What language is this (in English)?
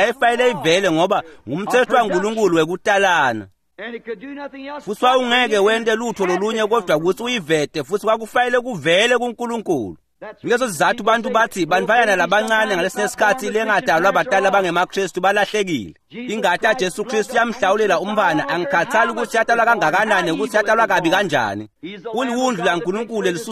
Swati